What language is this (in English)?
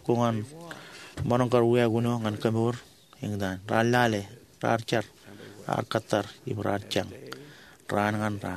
Marshallese